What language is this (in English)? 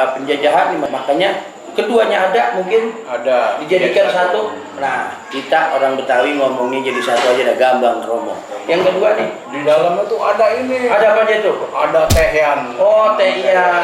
Betawi